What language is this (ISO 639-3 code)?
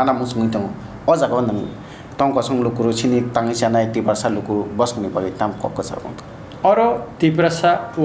trp